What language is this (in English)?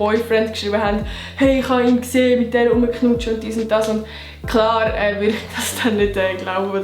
Swiss German